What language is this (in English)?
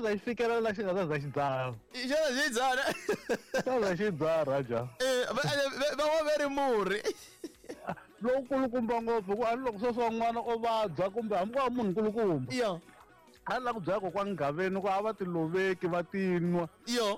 Tsonga